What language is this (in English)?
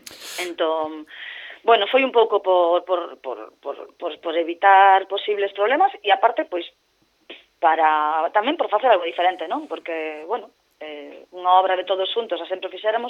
Galician